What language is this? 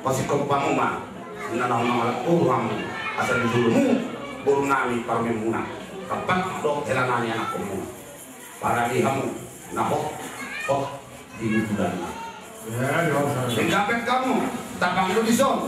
Batak Toba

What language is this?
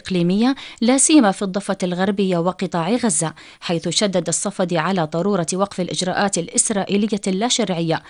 Arabic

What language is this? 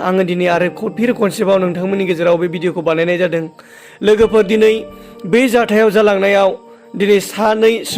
Bodo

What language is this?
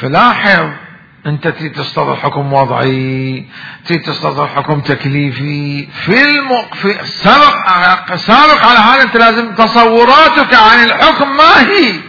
Mesopotamian Arabic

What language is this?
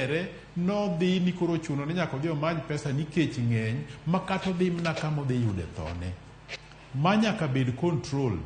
Luo (Kenya and Tanzania)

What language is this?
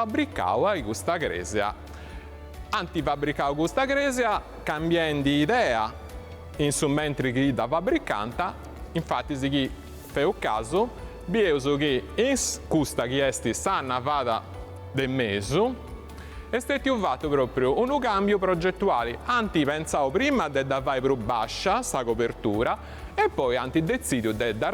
Sardinian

